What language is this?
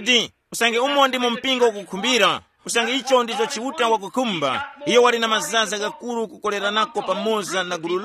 Tumbuka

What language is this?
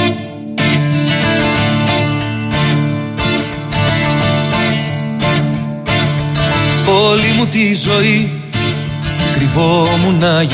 Greek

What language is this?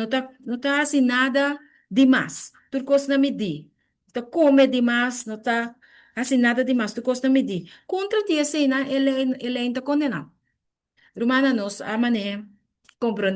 Papiamento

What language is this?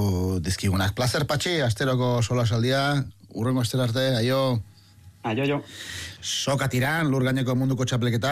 Basque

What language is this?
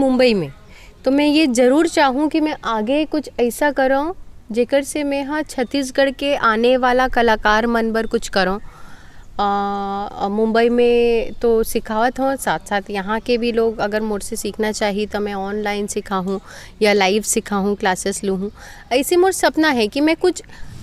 Chhattisgarhi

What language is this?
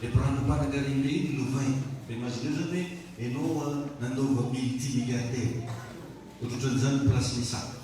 Malagasy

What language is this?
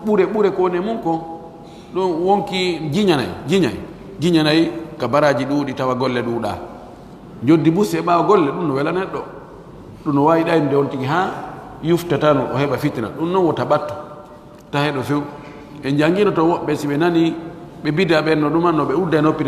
Pular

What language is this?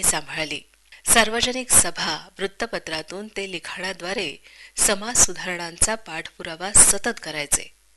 Marathi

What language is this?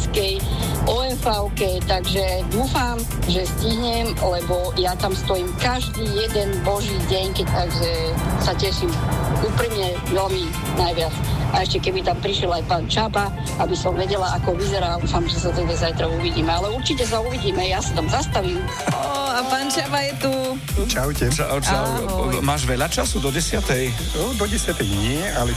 Slovak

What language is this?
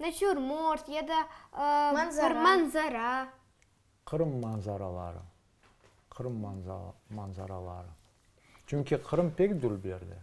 Crimean Tatar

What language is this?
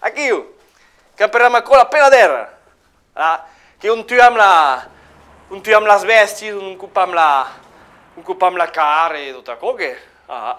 Occitan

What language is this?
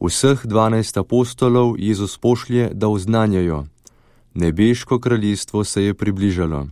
Slovenian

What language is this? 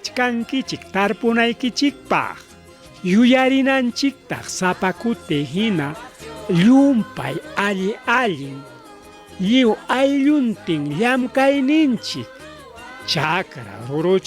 Ayacucho Quechua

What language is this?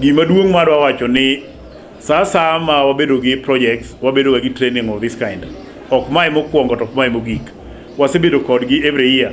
Luo (Kenya and Tanzania)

